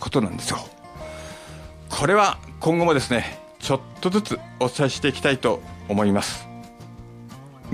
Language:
Japanese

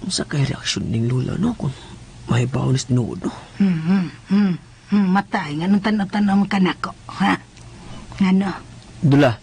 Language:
Cebuano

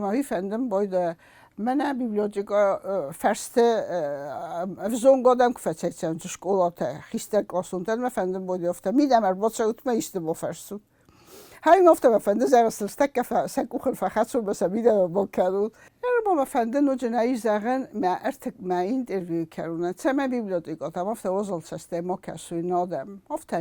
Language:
Ossetic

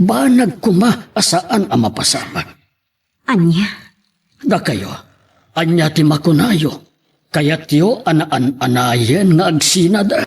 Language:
Iloko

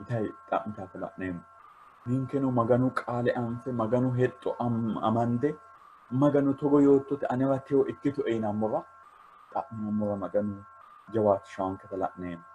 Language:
Sidamo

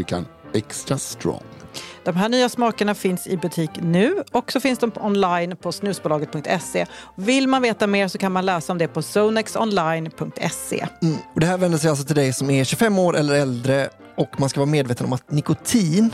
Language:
Swedish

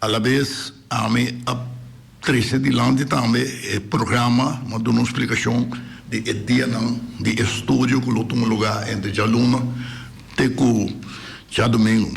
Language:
Papiamento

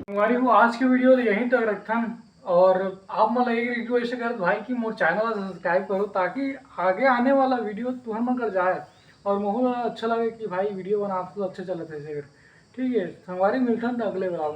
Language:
Chhattisgarhi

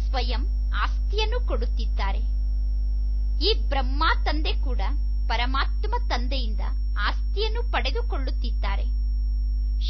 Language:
Kannada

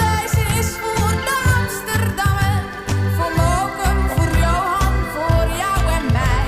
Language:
Limburgish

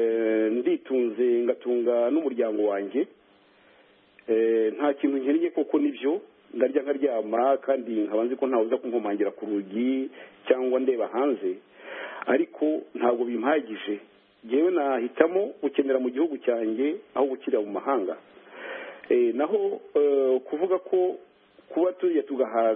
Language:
Kinyarwanda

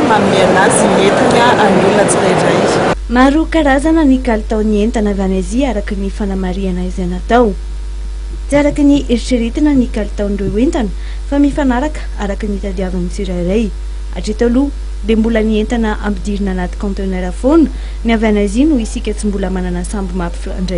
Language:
Malagasy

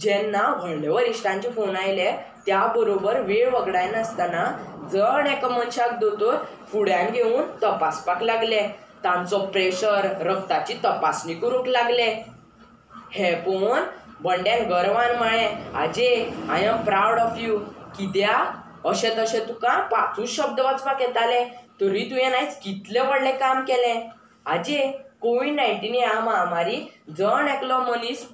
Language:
Konkani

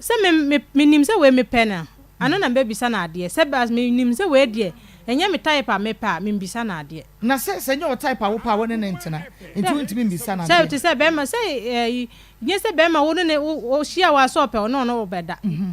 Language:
Akan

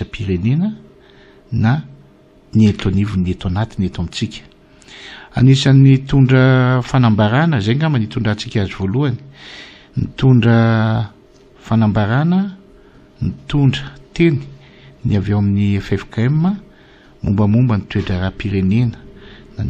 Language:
Malagasy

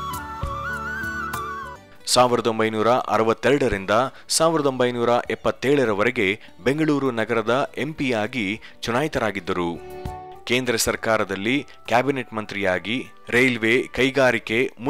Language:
Kannada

